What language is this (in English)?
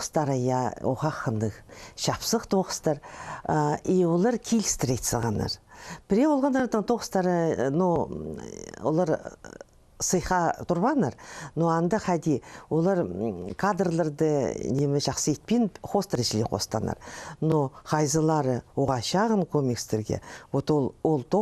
Khakas